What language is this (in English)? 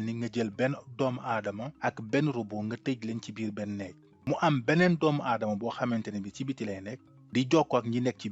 Wolof